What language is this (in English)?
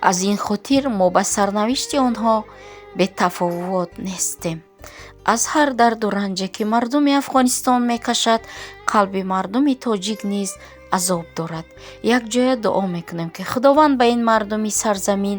Tajik